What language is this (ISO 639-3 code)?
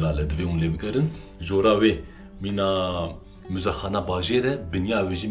kur